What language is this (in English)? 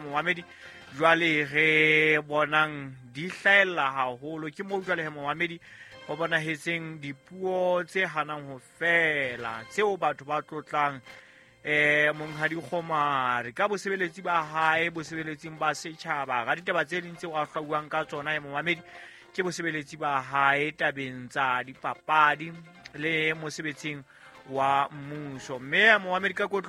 Southern Sotho